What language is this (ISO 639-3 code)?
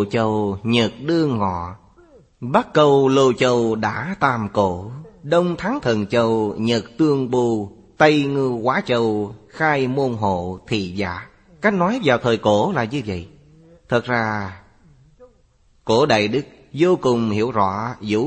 vie